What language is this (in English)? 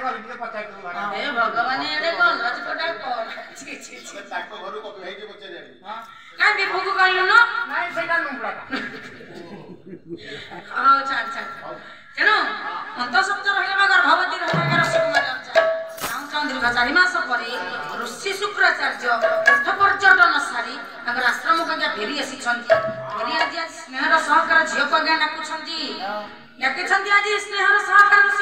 Odia